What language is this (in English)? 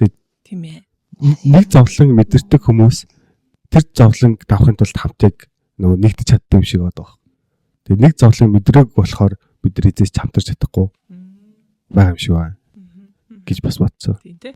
Mongolian